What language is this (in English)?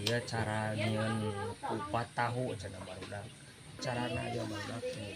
Sundanese